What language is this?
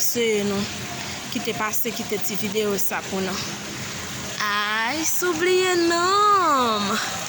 Haitian Creole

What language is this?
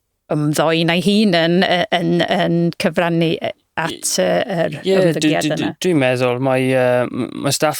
Welsh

